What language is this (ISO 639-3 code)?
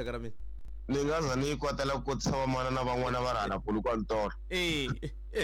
tso